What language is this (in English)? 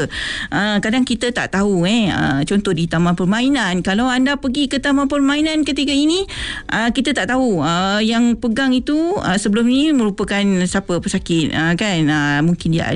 Malay